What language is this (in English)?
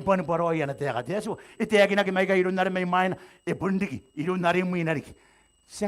Gilbertese